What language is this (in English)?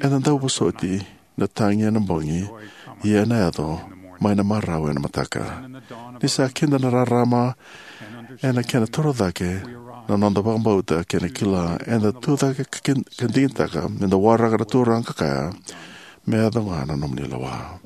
Fijian